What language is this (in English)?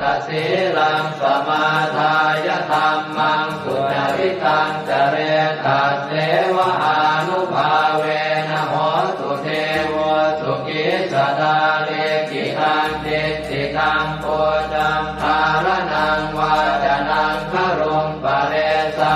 Pali